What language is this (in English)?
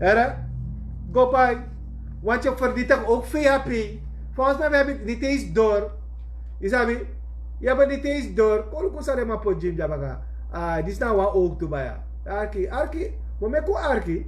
Sranan Tongo